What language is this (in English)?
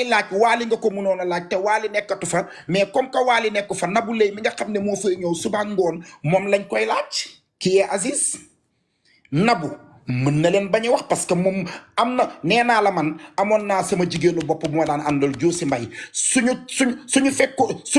Wolof